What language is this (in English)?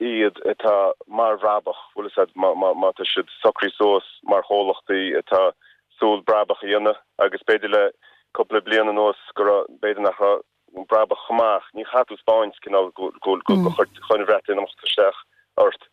Irish